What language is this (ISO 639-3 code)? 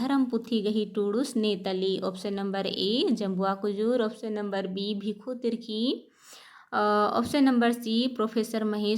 kru